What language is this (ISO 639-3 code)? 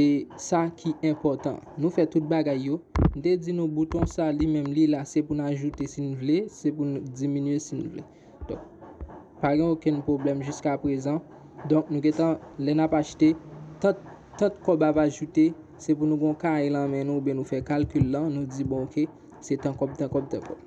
hat